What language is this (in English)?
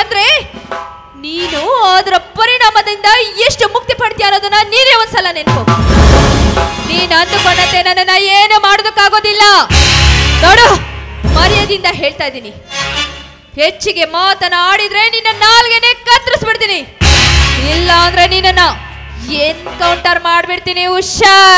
Kannada